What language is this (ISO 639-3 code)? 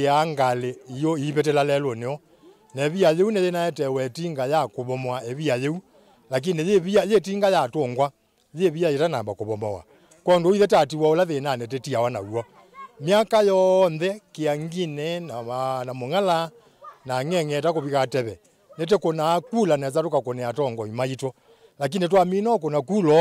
kam